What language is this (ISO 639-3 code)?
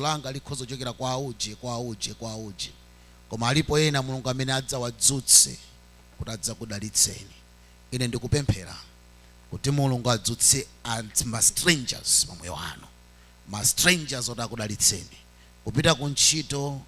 nya